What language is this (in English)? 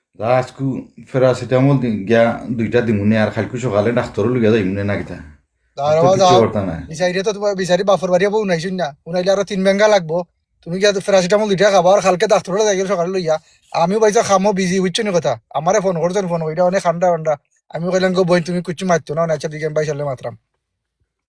Sylheti